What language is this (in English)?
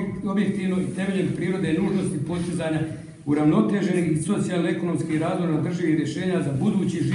Croatian